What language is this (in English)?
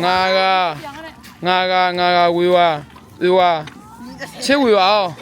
Akha